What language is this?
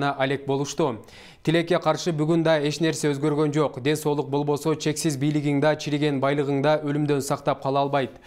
Kyrgyz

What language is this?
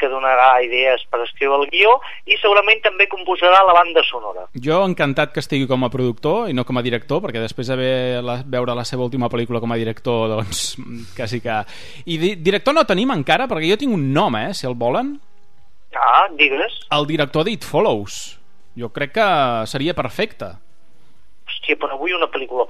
Catalan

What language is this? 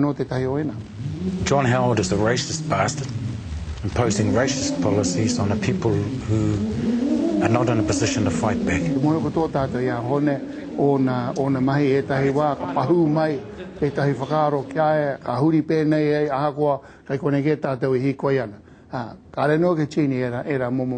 Māori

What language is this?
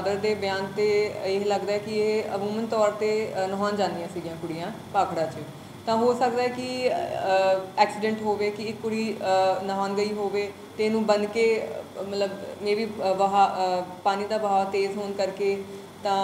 Punjabi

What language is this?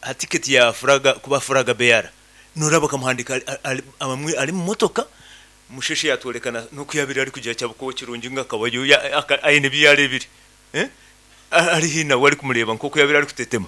Nyoro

